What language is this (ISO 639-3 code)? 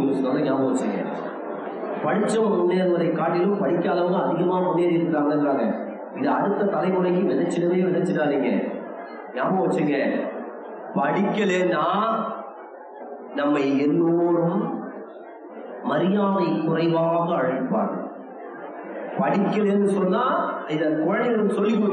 tam